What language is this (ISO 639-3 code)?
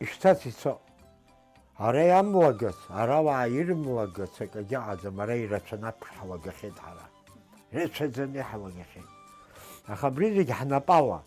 abk